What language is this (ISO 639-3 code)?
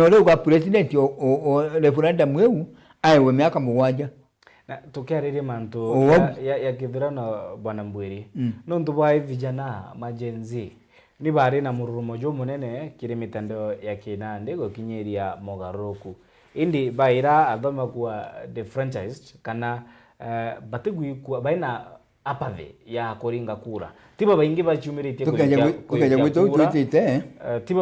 mer